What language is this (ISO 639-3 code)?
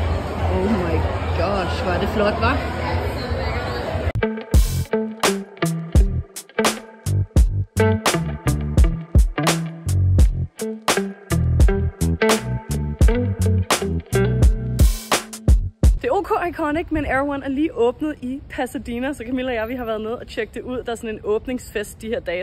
dan